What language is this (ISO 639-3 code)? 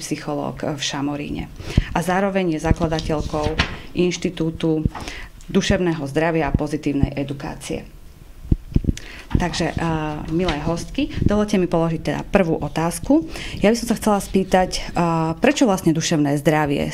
slk